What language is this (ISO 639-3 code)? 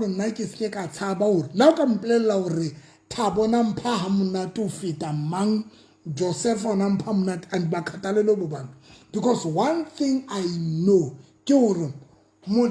sot